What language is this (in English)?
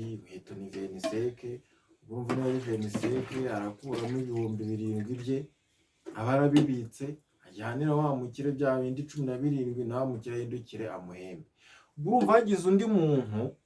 Kinyarwanda